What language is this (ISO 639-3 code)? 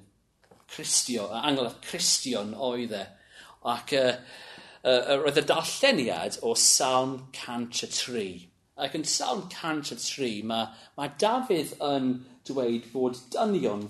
cym